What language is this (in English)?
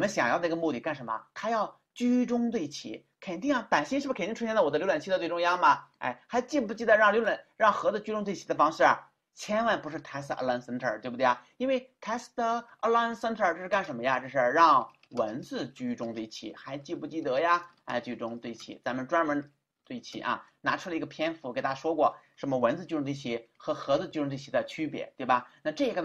Chinese